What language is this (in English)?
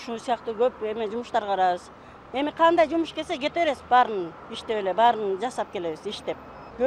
Kyrgyz